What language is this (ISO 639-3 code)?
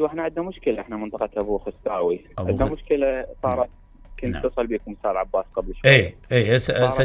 acm